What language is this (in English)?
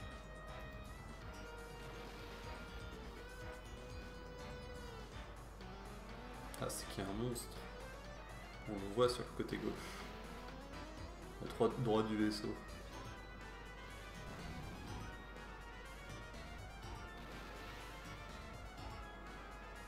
French